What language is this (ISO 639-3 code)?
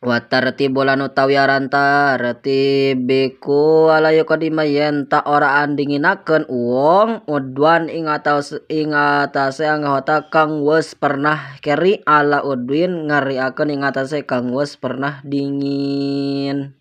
sun